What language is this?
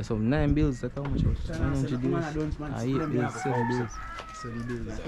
Jamaican Creole English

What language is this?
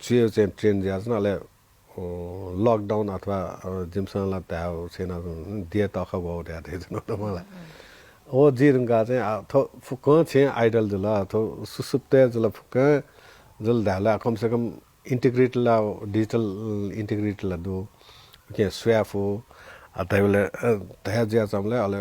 Newari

